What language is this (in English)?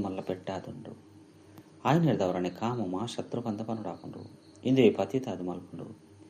Tulu